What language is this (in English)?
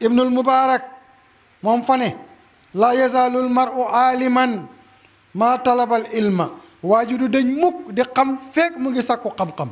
Wolof